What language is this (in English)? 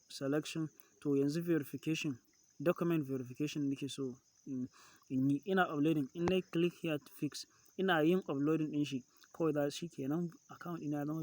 Hausa